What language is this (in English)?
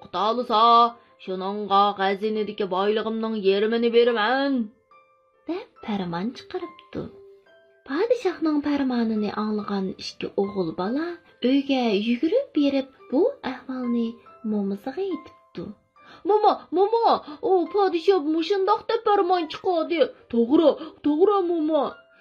Uyghur